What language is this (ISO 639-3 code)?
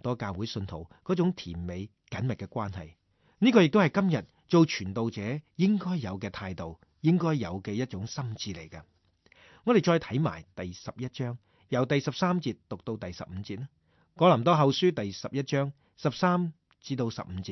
yue